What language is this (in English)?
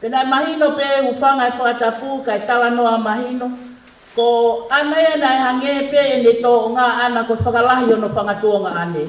Tongan